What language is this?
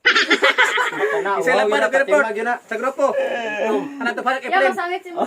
Cebuano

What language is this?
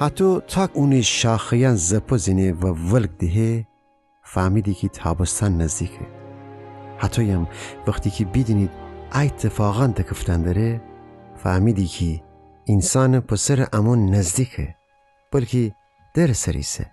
Gilaki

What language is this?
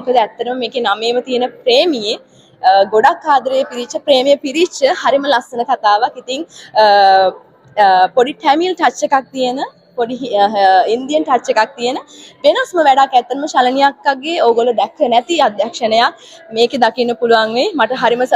Sinhala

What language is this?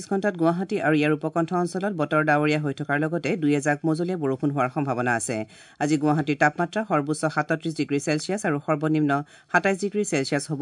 Assamese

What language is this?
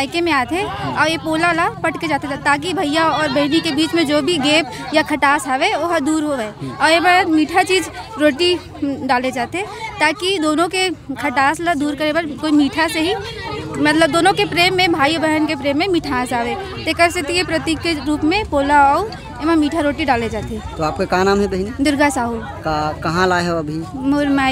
Chhattisgarhi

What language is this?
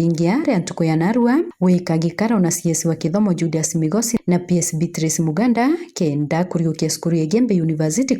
Meru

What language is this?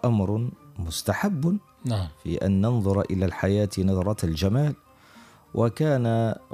Arabic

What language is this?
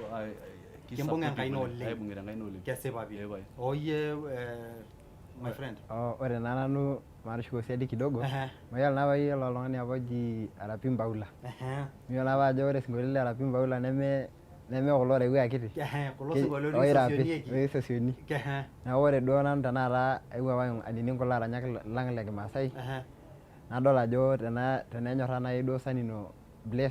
Masai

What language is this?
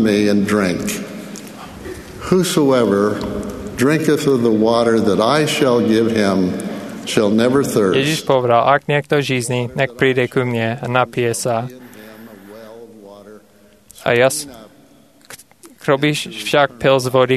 Slovak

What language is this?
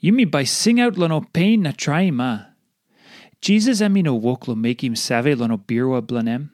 Tok Pisin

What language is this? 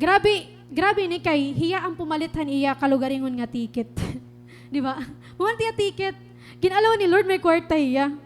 Waray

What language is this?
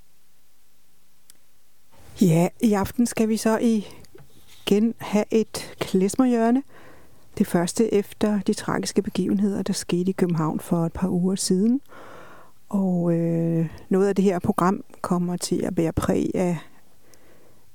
Danish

